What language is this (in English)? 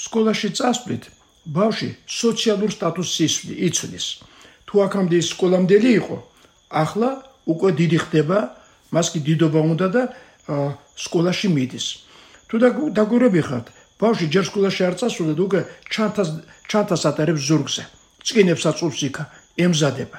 Georgian